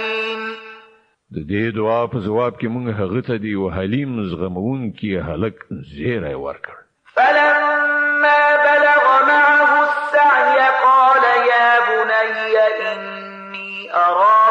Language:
Pashto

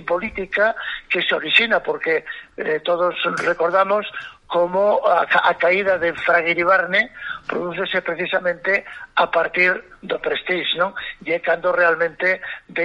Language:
Galician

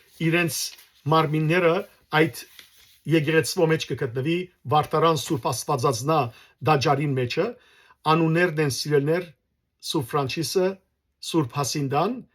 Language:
Western Armenian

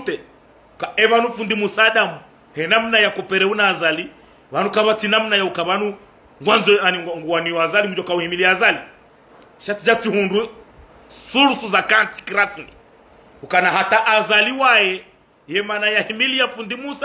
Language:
Ngazidja Comorian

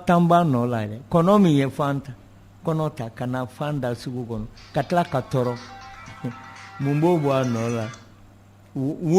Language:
Bambara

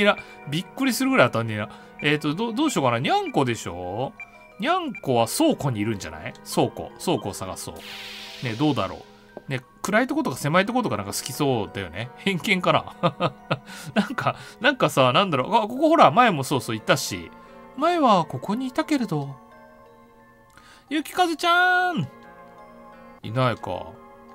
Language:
Japanese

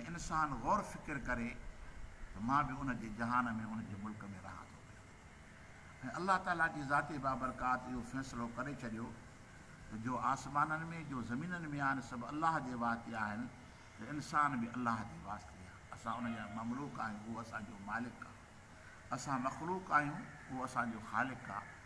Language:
Sindhi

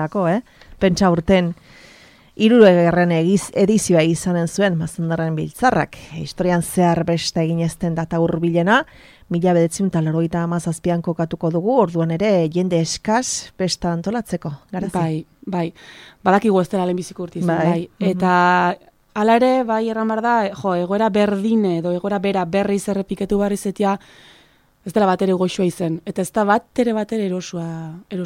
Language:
Basque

